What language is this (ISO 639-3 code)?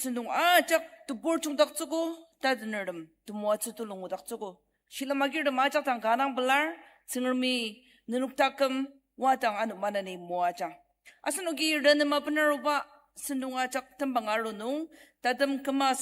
njo